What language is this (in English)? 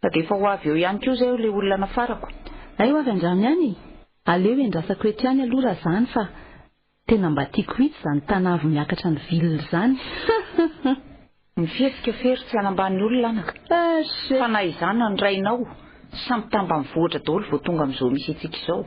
Malagasy